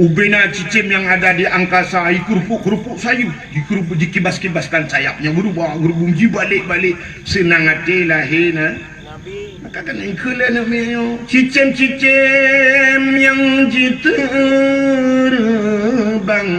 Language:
Achinese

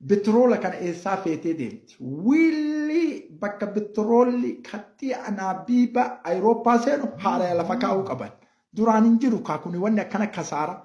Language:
Oromo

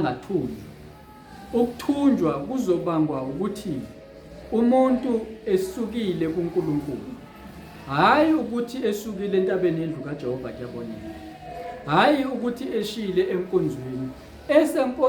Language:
Zulu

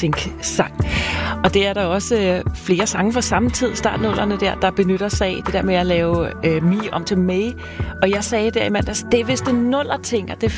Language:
Danish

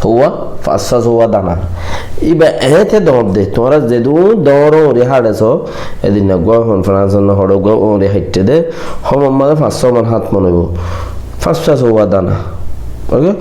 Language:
Rohingya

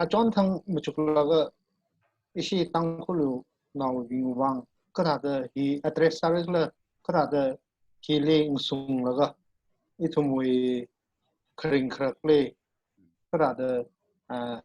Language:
Tangkhul Naga (India)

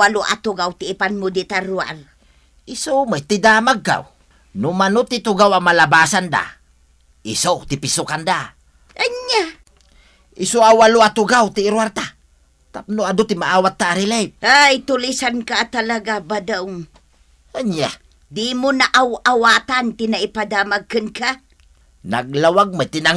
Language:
Iloko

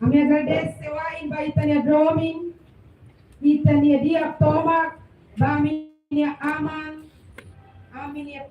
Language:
Tetum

